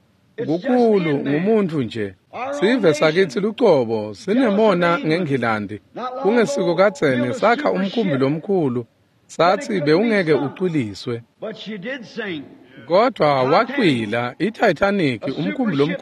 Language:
Swati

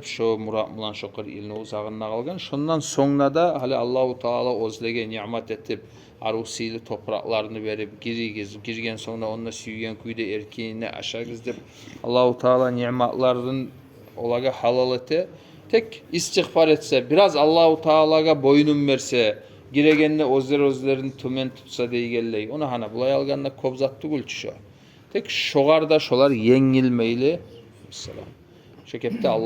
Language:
Kumyk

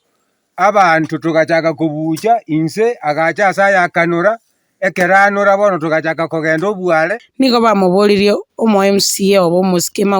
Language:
Gusii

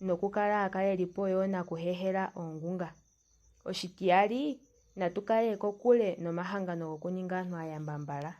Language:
Ndonga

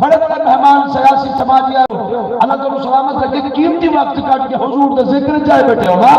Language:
Saraiki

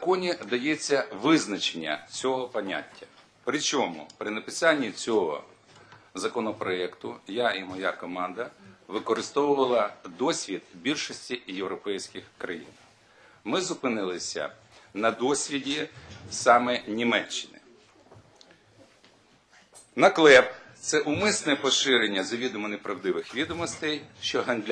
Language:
Ukrainian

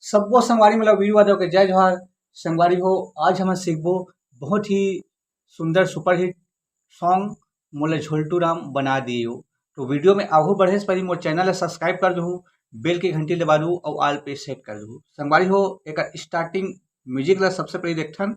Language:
Chhattisgarhi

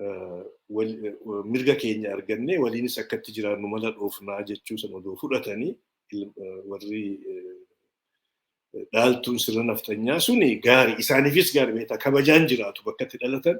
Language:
Oromo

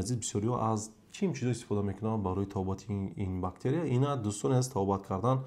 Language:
Tajik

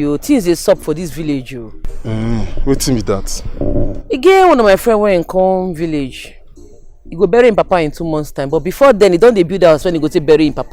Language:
Nigerian Pidgin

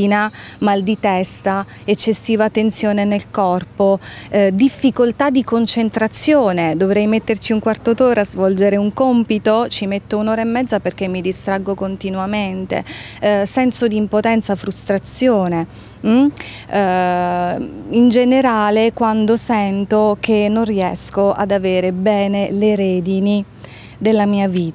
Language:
Italian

